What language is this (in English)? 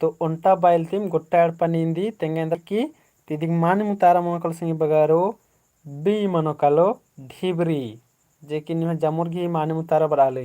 Kurukh